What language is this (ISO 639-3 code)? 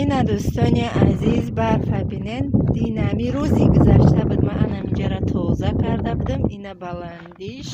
tgk